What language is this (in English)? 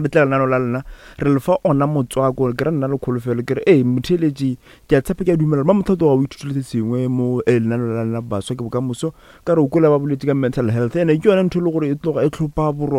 Northern Sotho